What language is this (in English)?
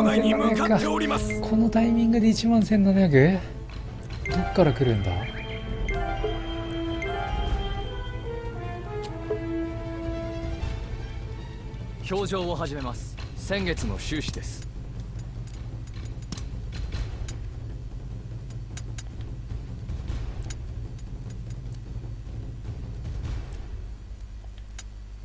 Japanese